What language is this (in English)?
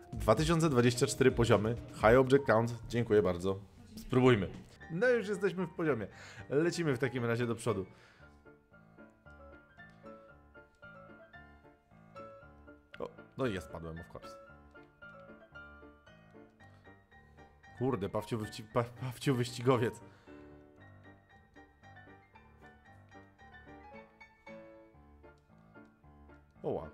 Polish